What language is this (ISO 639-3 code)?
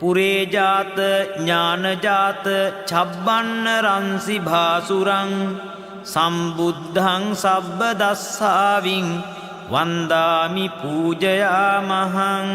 pli